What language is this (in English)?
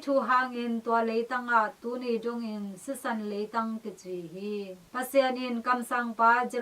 Tedim Chin